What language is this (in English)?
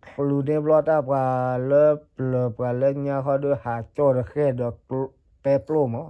S'gaw Karen